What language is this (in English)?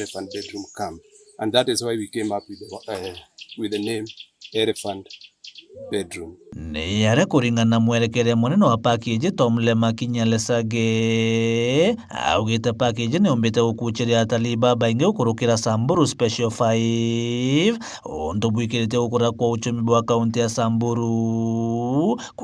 Meru